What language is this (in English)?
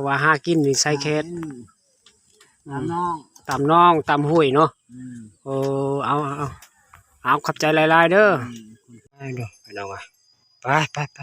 Lao